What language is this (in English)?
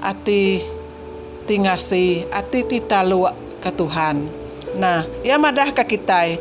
Iban